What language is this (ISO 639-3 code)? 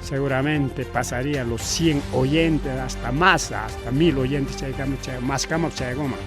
quy